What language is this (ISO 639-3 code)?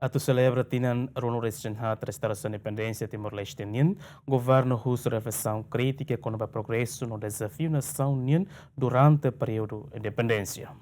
tet